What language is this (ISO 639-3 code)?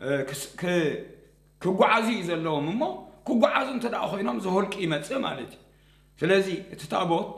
tir